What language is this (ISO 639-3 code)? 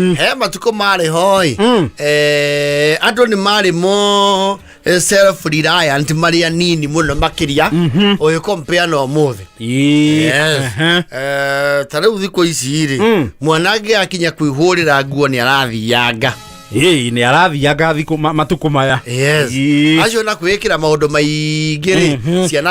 kik